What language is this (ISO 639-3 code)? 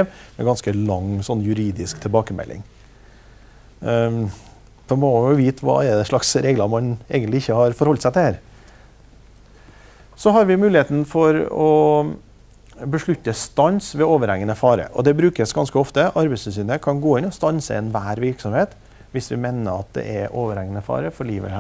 nor